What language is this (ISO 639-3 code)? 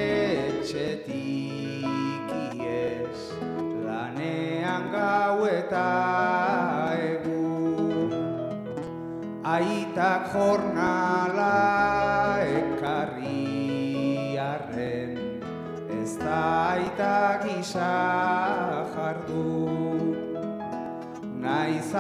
eus